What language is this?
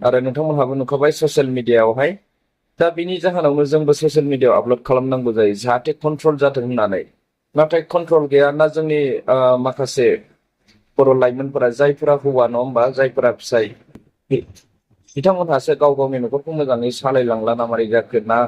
Bodo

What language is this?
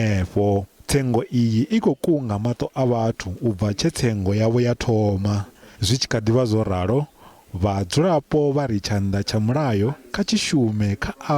Venda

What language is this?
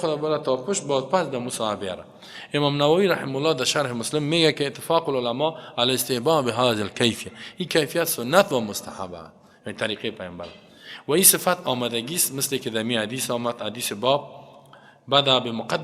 Persian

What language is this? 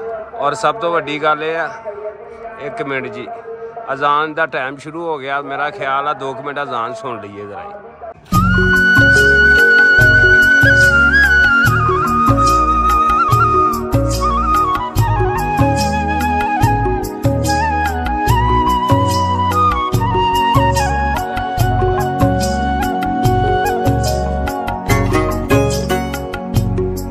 Punjabi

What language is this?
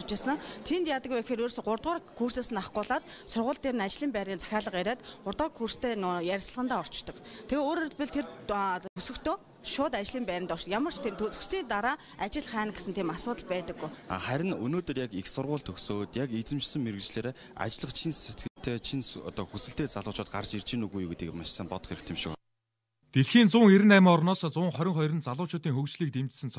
Mongolian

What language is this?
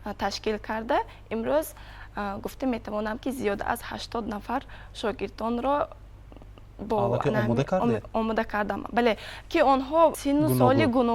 Tajik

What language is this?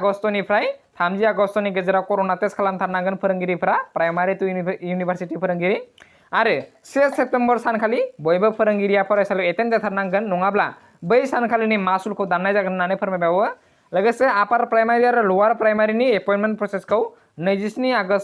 Bodo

